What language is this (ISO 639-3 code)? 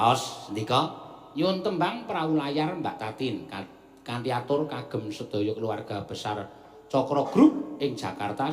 jav